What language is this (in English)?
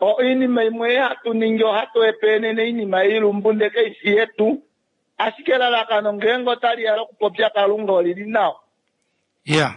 Kuanyama